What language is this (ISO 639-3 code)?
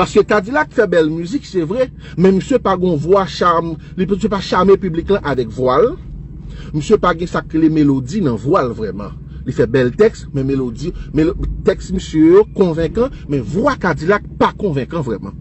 hat